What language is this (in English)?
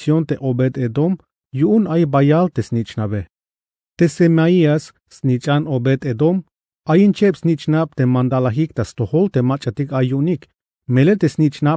Tzeltal